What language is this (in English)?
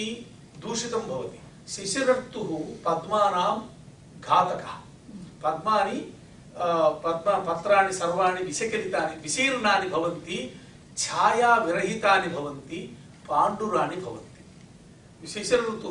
Sanskrit